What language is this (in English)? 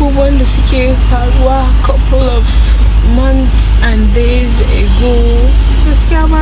Hausa